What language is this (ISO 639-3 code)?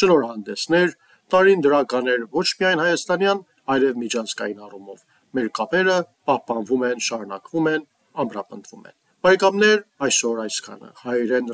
hye